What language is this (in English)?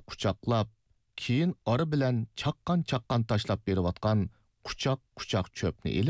Uyghur